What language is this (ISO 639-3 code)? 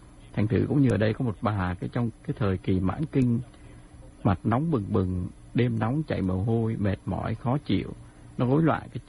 vie